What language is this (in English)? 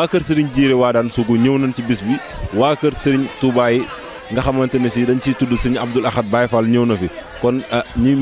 Wolof